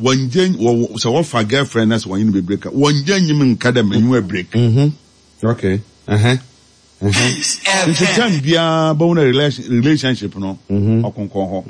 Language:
Akan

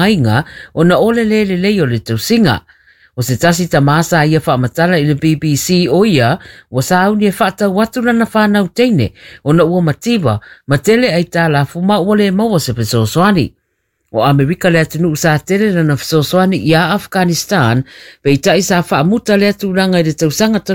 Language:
Samoan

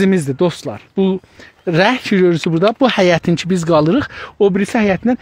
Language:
South Azerbaijani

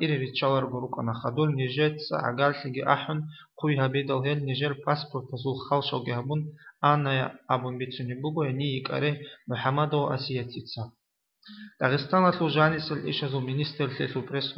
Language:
Avaric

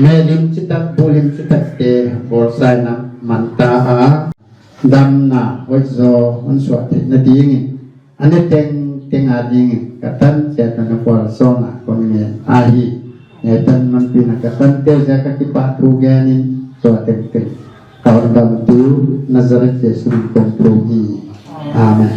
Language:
Paite Chin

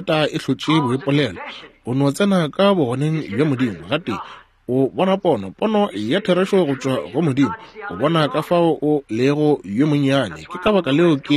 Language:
Northern Sotho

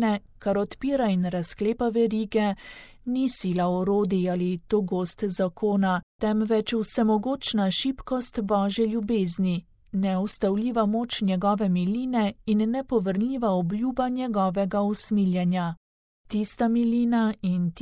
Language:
Slovenian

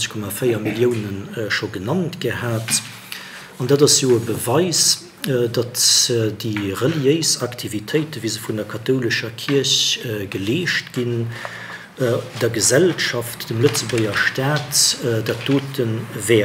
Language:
Luxembourgish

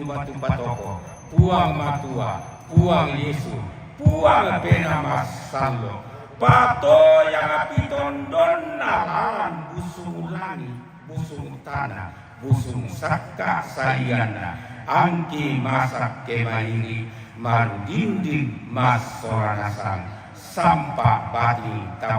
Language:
Toraja-Sa'dan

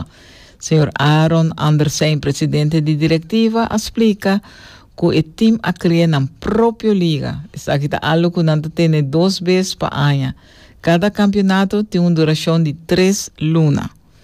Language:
Papiamento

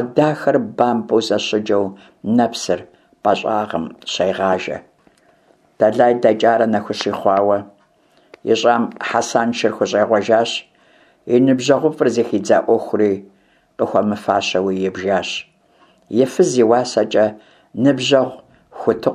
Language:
Kabardian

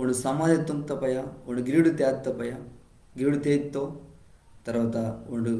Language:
Koya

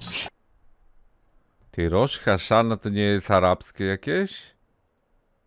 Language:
Polish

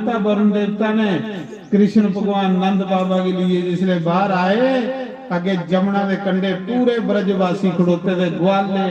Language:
Dogri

